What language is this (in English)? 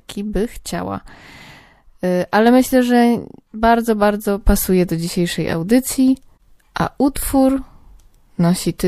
Polish